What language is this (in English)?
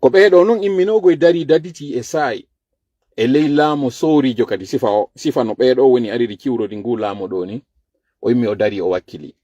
Fula